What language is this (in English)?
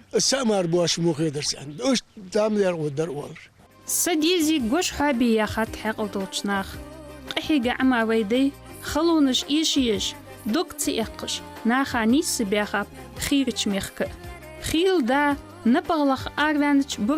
Ingush